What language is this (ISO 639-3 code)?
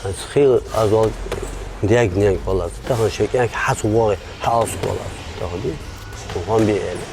inh